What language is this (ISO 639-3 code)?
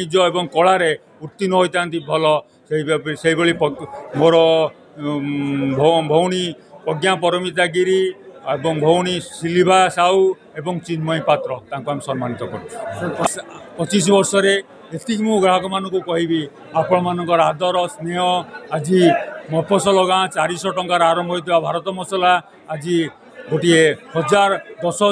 ori